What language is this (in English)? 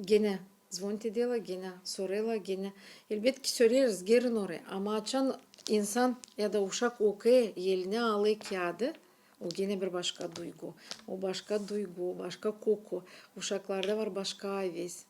Gagauz